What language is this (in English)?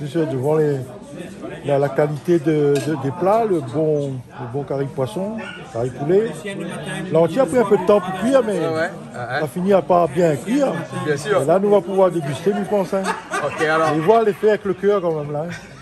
Réunion Creole French